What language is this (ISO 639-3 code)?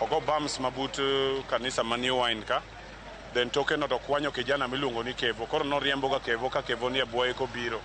luo